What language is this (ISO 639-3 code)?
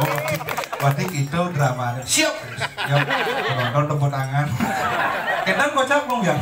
ban